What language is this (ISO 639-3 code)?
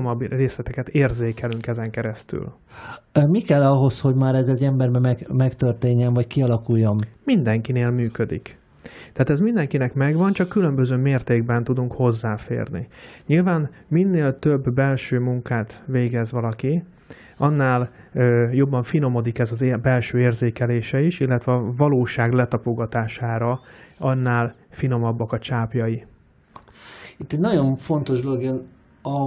hun